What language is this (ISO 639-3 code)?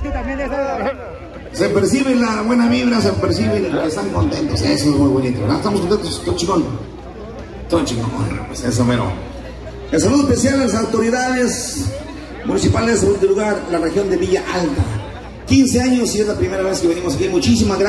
spa